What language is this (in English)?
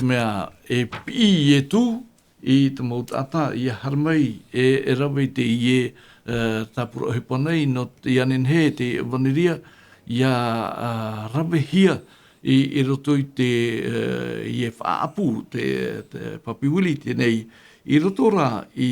Tahitian